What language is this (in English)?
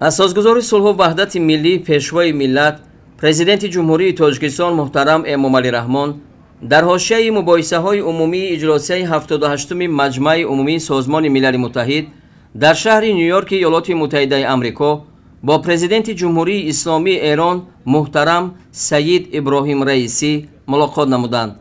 Tajik